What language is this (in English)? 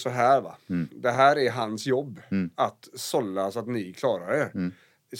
Swedish